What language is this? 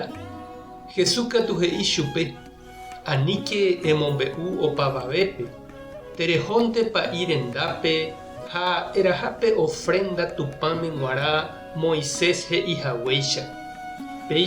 Guarani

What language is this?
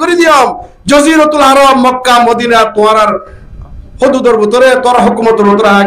Rohingya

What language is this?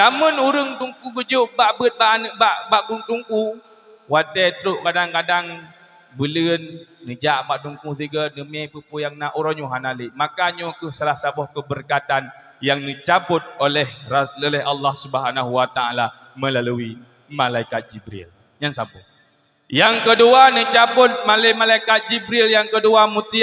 Achinese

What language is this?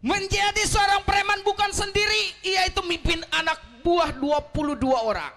Betawi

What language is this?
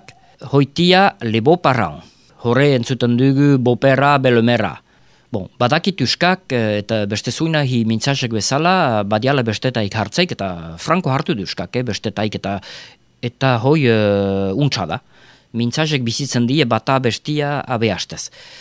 Basque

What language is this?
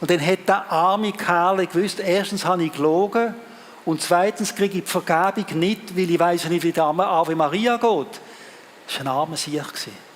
Swiss German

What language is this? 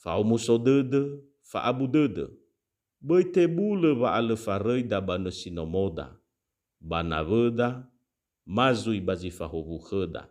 Nias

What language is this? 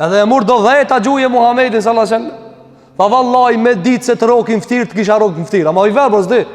Albanian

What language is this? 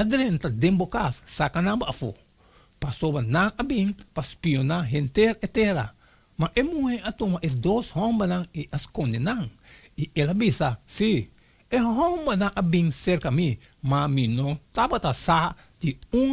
Papiamento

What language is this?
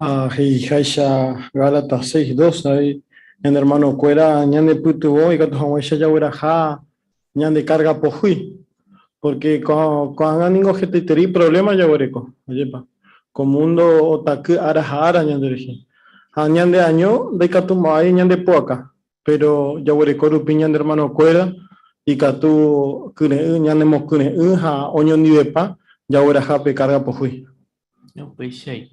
Guarani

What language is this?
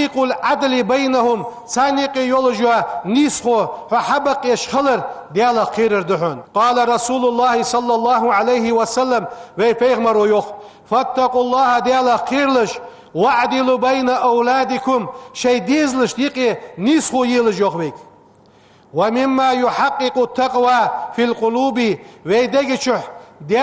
Ingush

